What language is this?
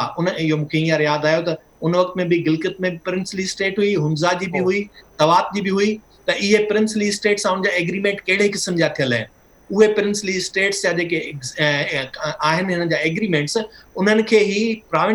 Sindhi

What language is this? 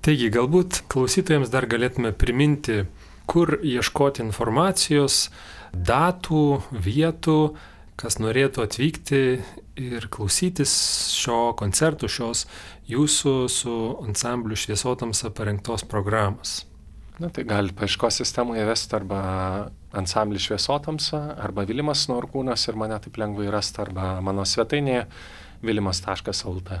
Lithuanian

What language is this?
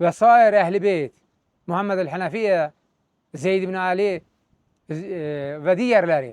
Azerbaijani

